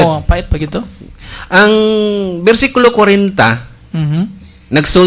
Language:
Cebuano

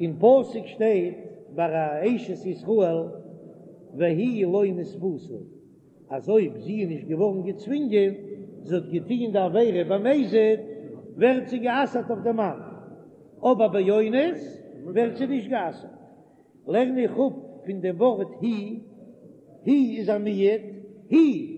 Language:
Yiddish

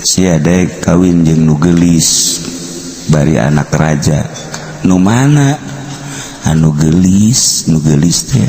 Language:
Sundanese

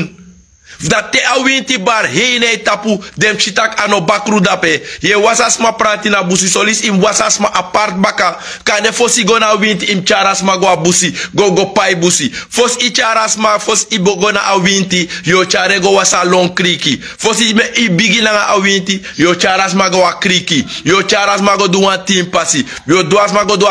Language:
Sranan Tongo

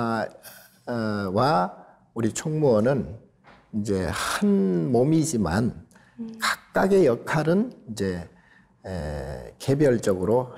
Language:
Korean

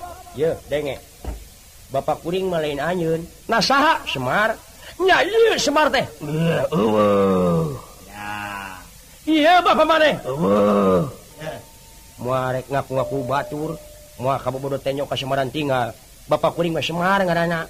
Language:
Sundanese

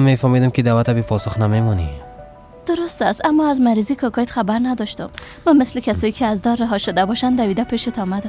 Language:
Persian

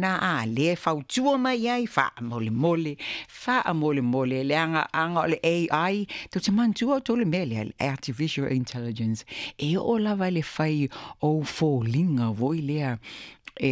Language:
Samoan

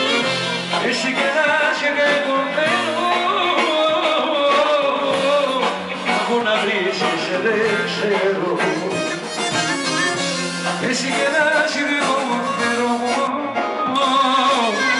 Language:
Greek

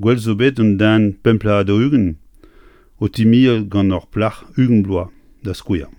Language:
Breton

